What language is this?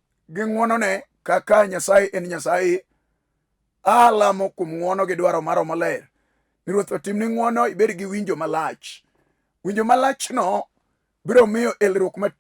Luo (Kenya and Tanzania)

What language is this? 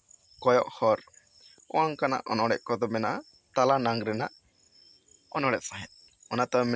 Santali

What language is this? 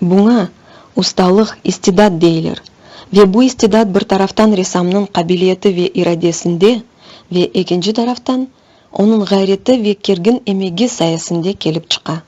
Crimean Tatar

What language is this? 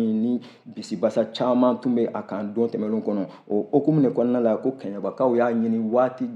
Bambara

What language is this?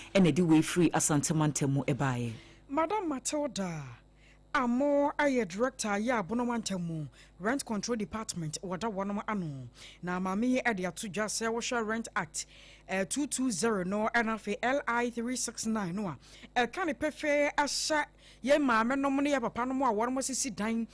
Akan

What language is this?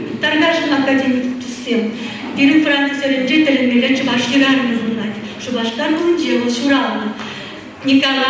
Chuvash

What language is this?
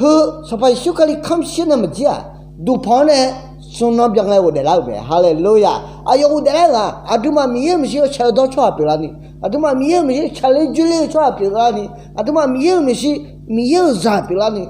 Akha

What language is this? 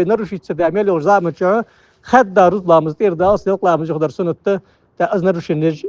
Ingush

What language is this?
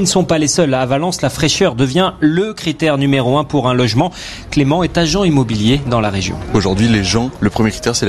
French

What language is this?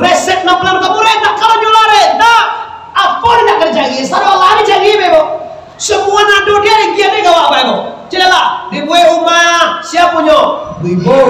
Minangkabau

